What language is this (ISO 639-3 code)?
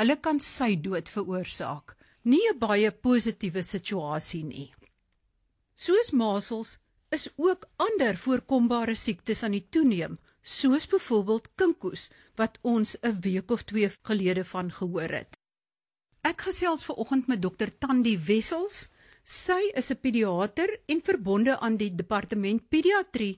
afr